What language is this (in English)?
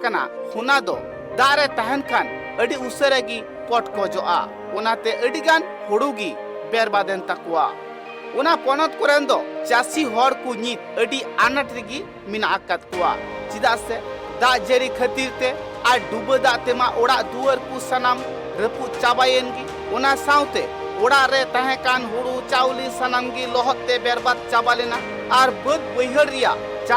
Santali